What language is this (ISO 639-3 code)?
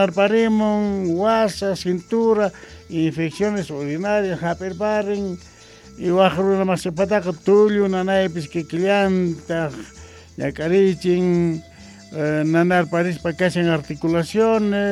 que